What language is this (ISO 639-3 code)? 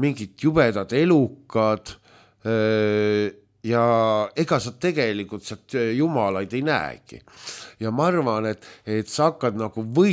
est